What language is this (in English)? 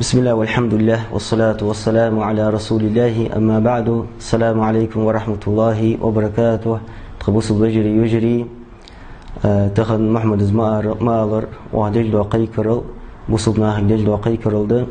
Ingush